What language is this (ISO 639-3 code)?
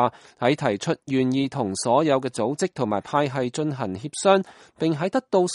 yue